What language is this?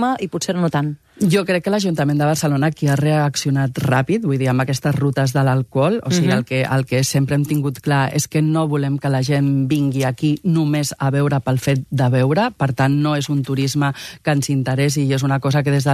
Catalan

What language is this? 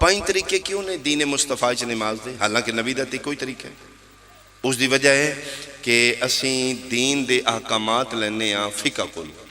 Pahari-Potwari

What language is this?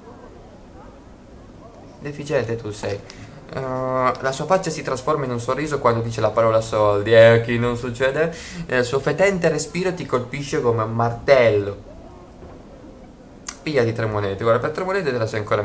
Italian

